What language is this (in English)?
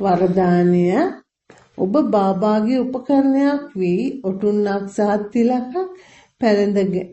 Sinhala